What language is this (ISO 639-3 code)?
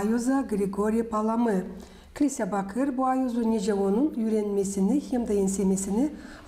gag